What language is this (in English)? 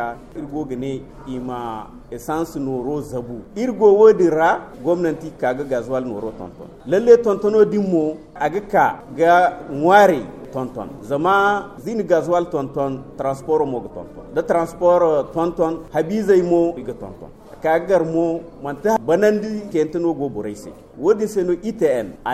Zarma